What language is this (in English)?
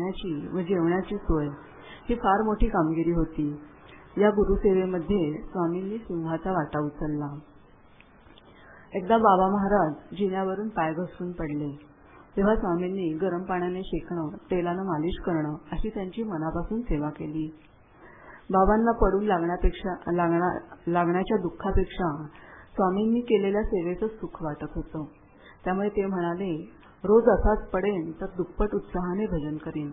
Marathi